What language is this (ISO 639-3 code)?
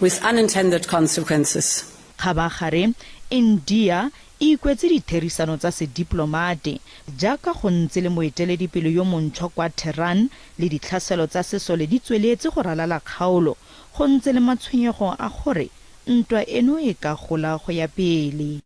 tsn